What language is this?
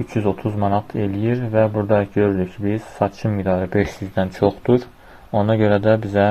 Azerbaijani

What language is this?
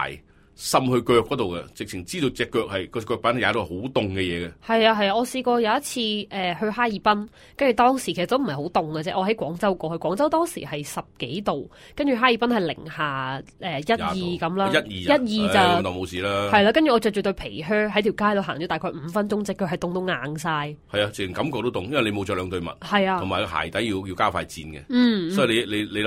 Cantonese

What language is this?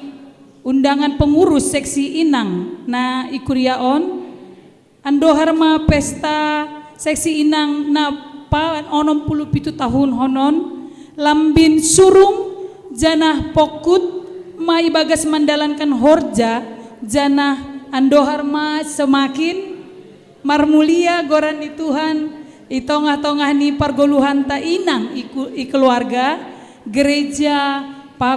Batak Simalungun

